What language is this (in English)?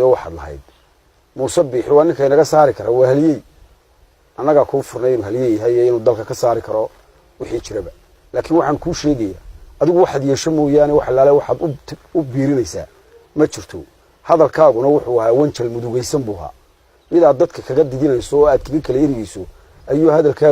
Somali